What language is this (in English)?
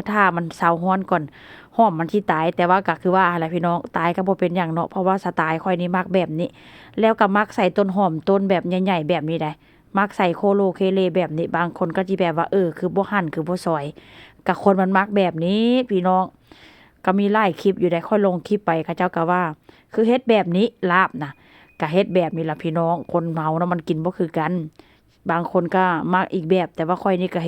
Northeastern Thai